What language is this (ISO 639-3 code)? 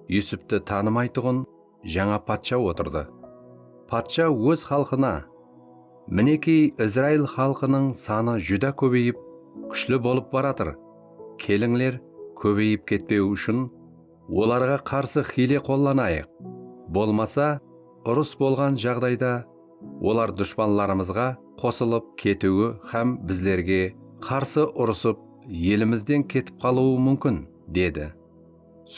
kaa